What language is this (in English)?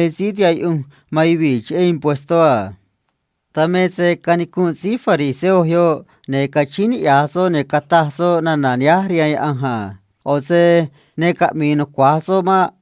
Copala Triqui